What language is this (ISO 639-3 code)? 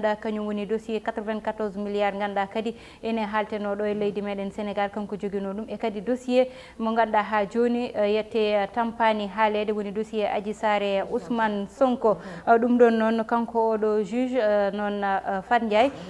ful